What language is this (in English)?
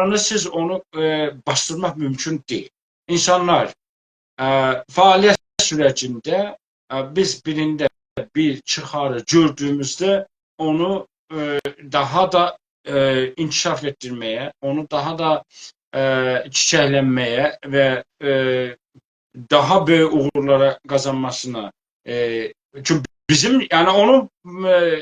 South Azerbaijani